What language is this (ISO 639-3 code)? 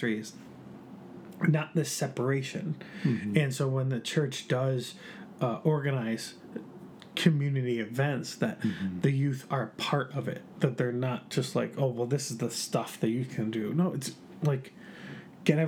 eng